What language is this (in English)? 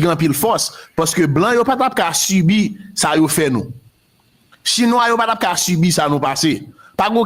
Haitian Creole